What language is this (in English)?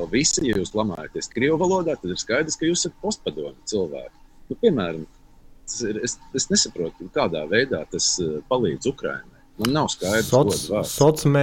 Latvian